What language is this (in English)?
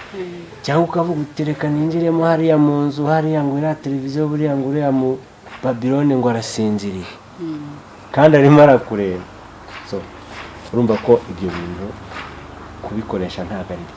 Kinyarwanda